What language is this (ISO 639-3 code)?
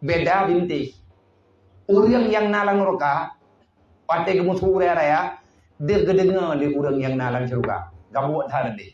ace